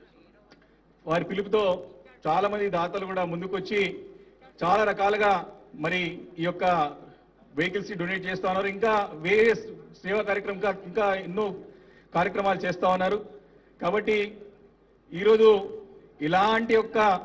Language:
Telugu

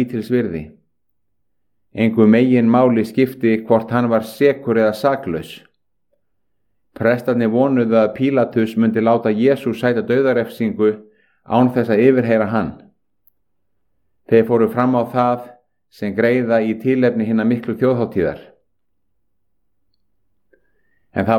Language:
Icelandic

